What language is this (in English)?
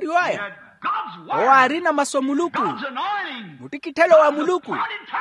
Makhuwa